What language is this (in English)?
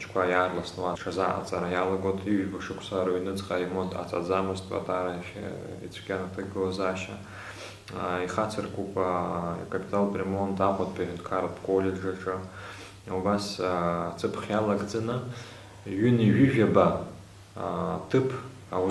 Abkhazian